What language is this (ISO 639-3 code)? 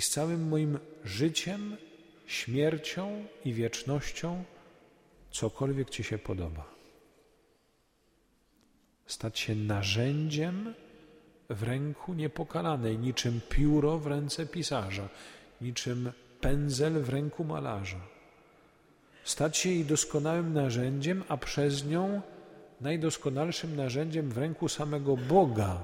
pol